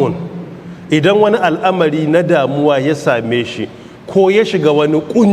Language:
Hausa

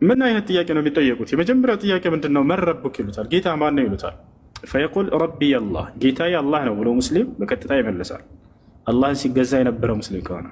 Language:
Amharic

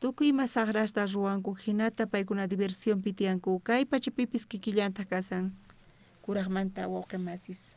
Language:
South Bolivian Quechua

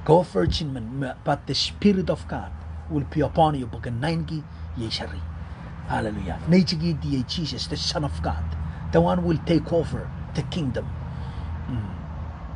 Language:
Pohnpeian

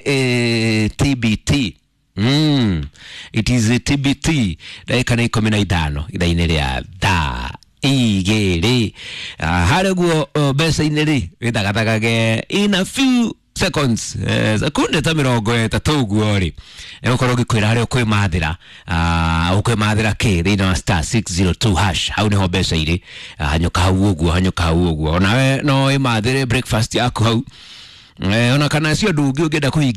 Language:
Kikuyu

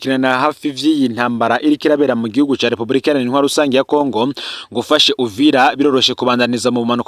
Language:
Rundi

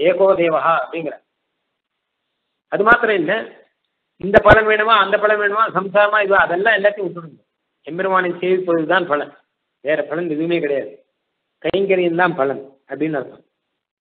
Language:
Tamil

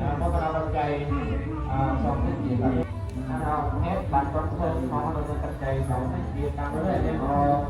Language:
Northeastern Thai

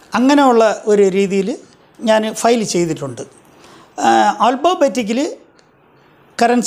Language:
Malayalam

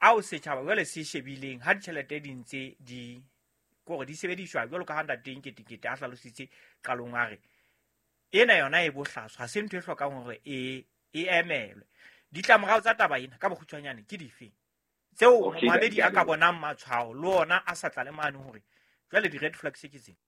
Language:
Southern Sotho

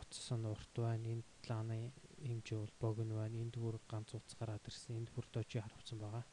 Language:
Mongolian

